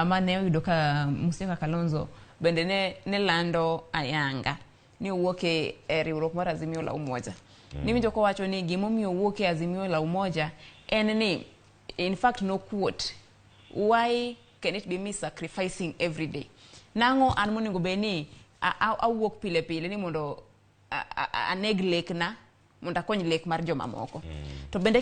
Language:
Luo (Kenya and Tanzania)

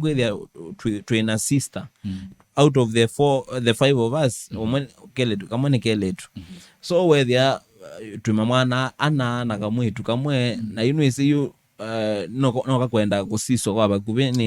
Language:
Kamba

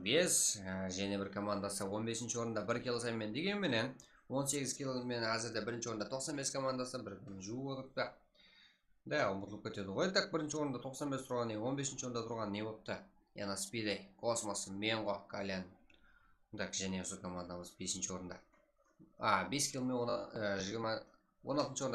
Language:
Kara-Kalpak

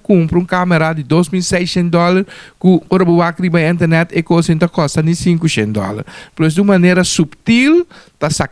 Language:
Papiamento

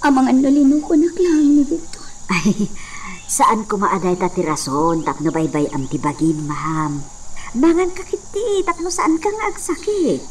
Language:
Iloko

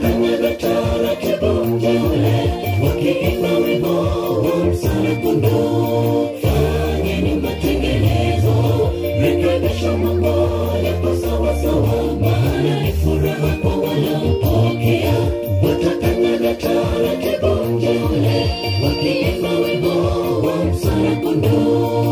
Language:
Gusii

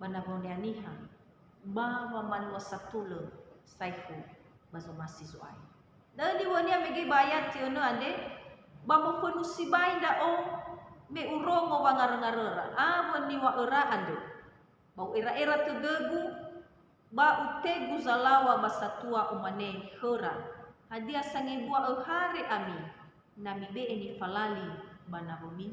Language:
Nias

